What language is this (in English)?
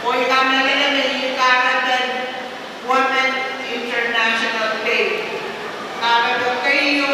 Pohnpeian